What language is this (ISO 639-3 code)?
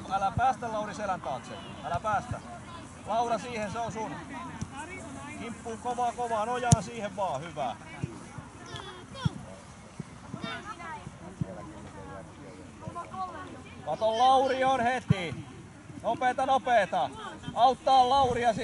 fin